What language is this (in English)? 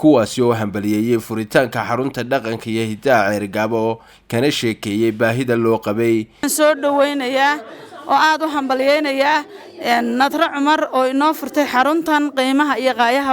Somali